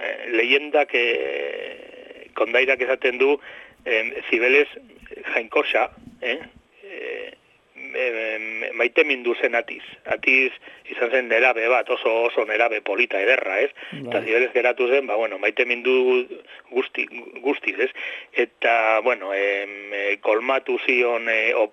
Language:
Basque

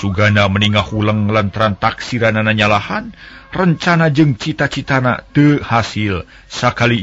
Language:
Sundanese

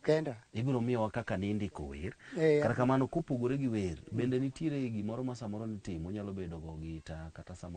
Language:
Luo (Kenya and Tanzania)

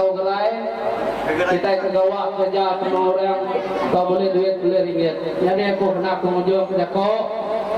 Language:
Iban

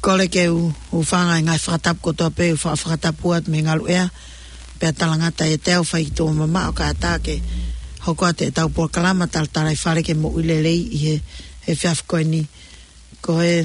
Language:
Tongan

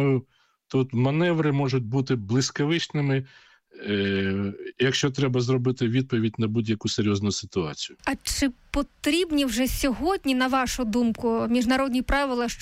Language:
Ukrainian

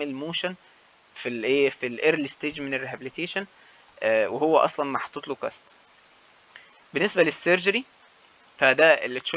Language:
Egyptian Arabic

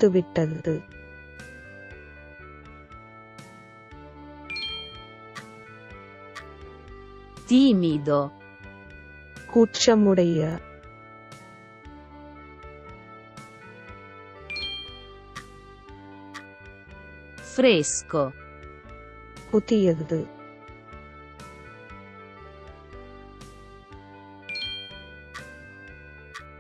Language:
Italian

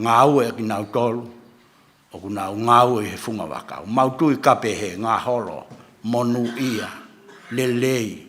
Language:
Tongan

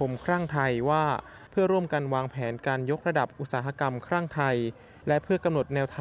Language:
Thai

